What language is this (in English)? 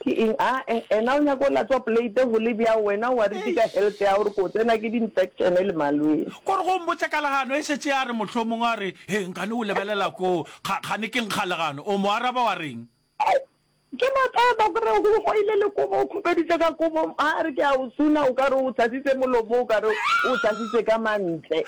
Northern Sotho